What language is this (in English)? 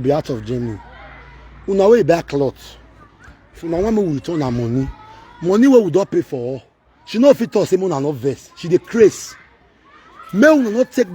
Nigerian Pidgin